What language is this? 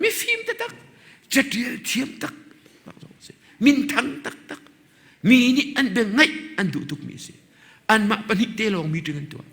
Hakha Chin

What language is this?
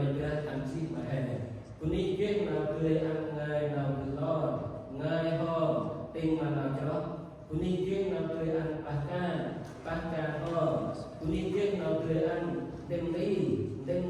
Central Mnong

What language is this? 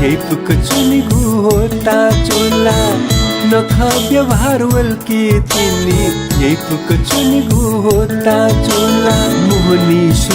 Newari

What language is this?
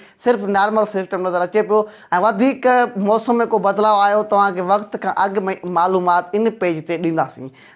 Sindhi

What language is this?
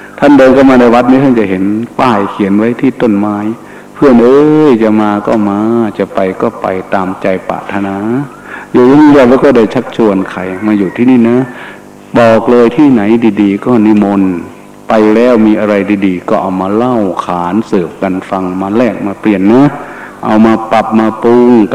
Thai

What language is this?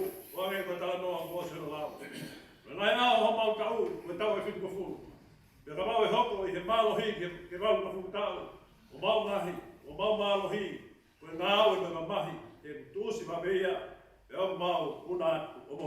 Tongan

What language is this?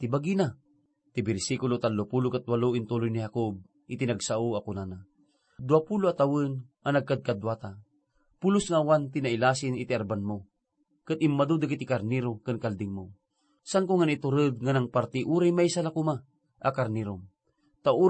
Iloko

